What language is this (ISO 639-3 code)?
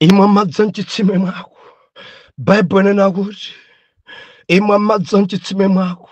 nya